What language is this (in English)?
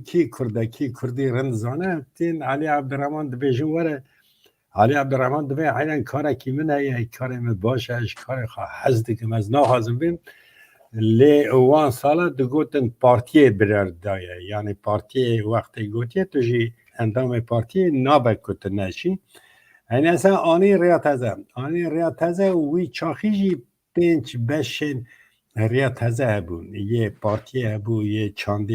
Kurdish